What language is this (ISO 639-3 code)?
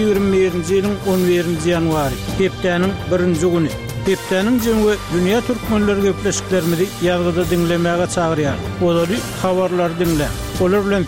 tuk